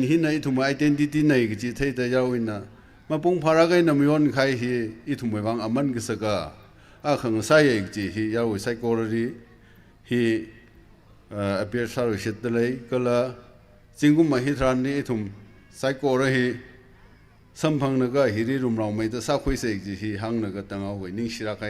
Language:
Tangkhul Naga (India)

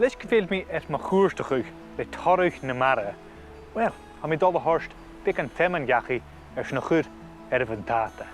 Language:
Scottish Gaelic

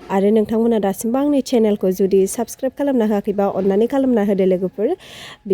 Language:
Bodo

